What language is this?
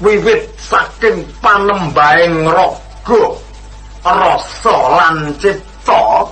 Javanese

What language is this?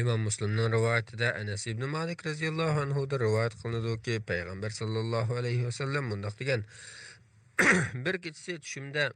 Uyghur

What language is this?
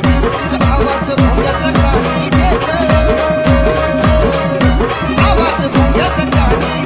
Marathi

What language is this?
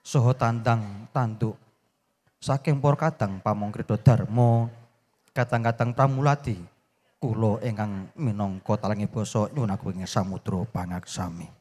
Javanese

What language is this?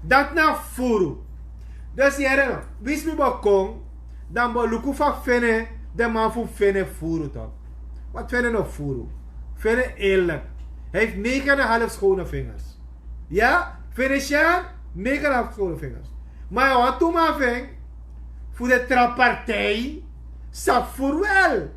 Sranan Tongo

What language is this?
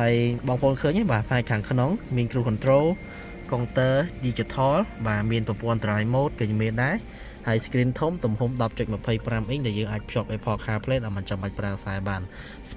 Khmer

